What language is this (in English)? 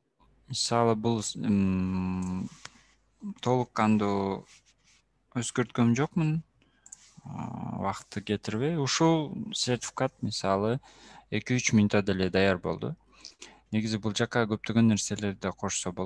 Kyrgyz